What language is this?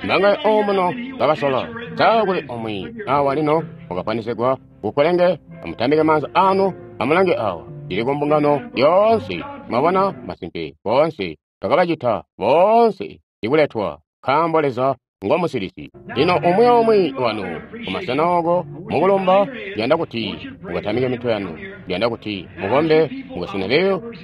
Tonga (Zambia)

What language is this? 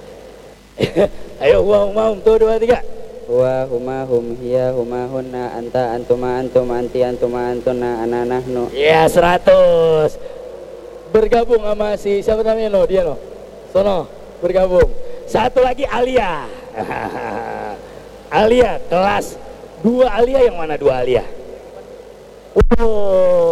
Indonesian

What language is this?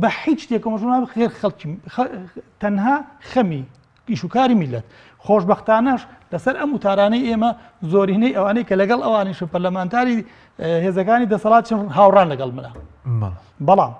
Central Kurdish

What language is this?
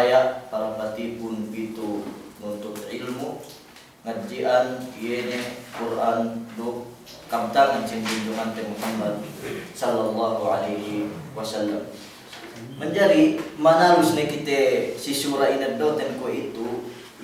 Yakan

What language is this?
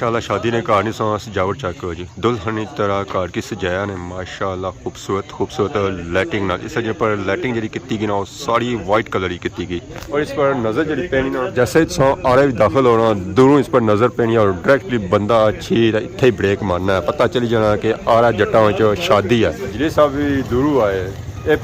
Pahari-Potwari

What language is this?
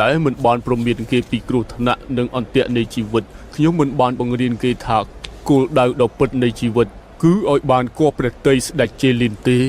Khmer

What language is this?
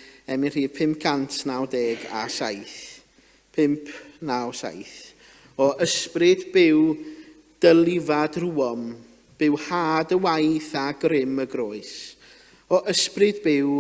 Welsh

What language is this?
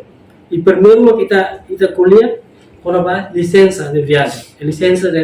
Tetum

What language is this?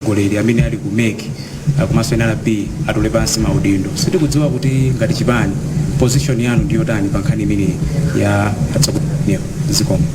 Nyanja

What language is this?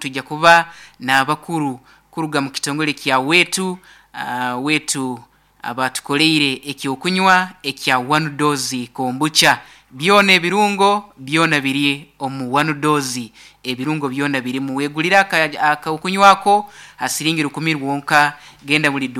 Nyankole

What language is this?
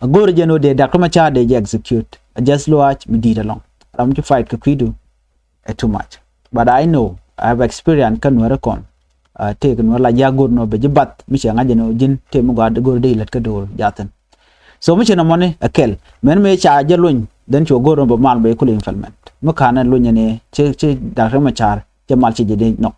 Nuer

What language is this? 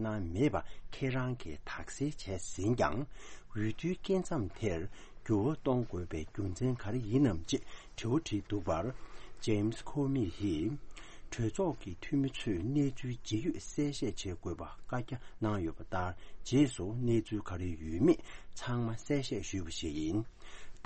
Tibetan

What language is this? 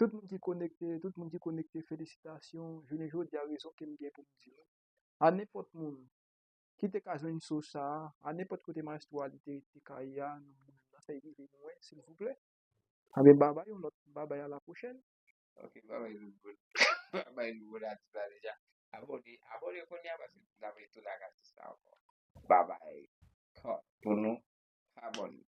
Haitian Creole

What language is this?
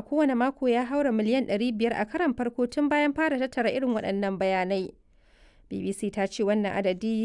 Hausa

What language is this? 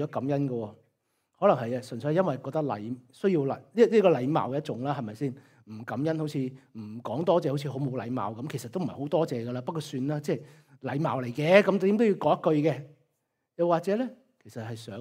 Cantonese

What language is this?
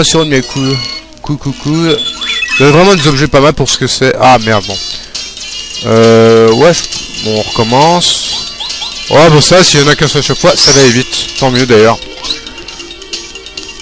French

